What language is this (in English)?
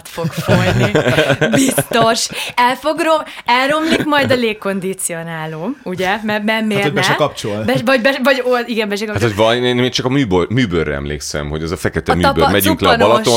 Hungarian